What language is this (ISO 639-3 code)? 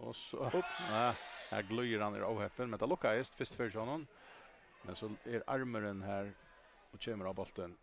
fao